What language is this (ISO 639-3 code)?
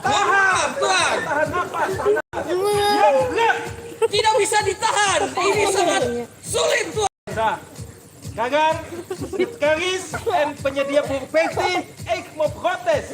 bjn